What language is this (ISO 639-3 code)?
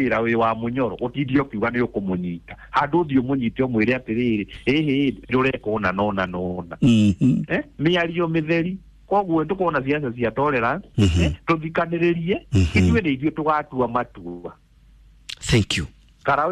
kik